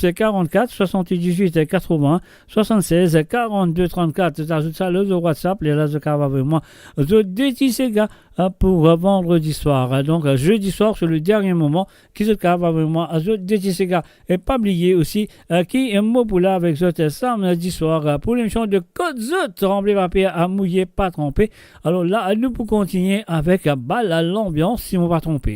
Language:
Morisyen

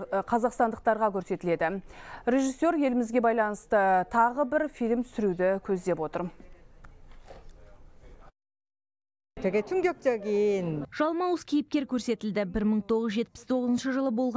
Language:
Kazakh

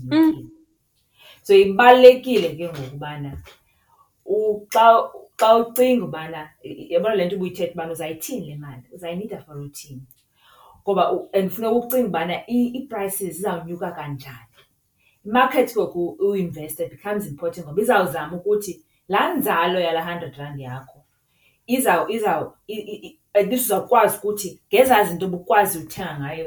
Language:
Xhosa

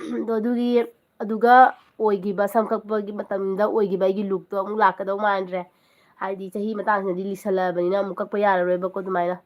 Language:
Manipuri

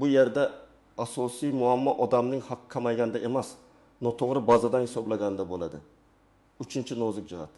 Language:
Uzbek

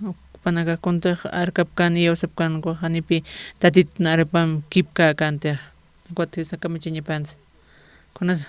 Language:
Aymara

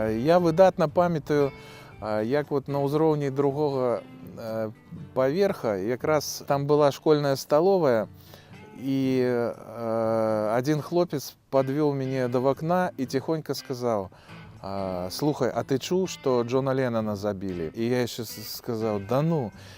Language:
Belarusian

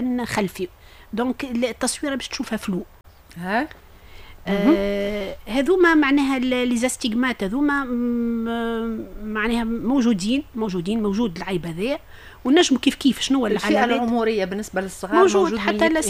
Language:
Tunisian Arabic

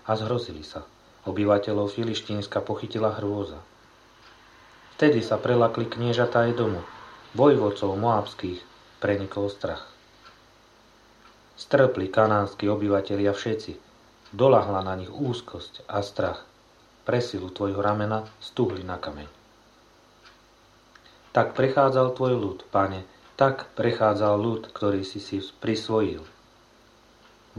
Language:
Slovak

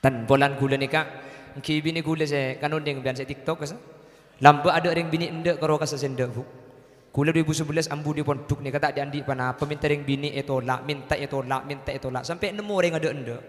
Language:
Madurese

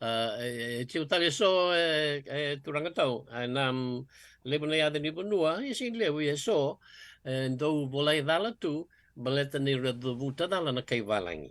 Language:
Fijian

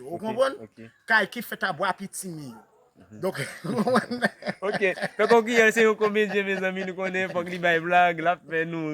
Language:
Haitian Creole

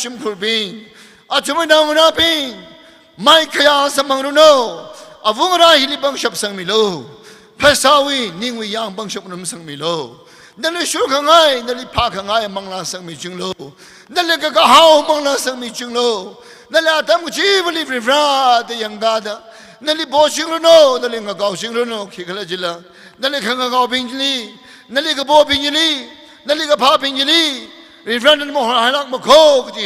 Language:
Tangkhul Naga (India)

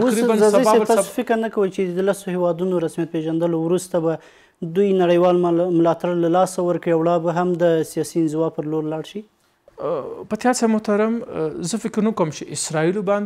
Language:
Pashto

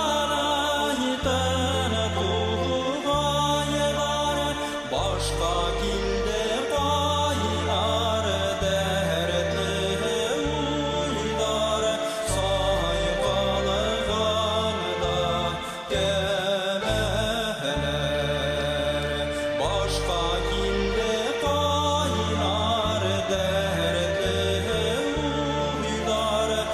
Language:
Bashkir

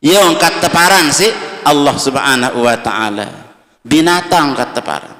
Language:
Sasak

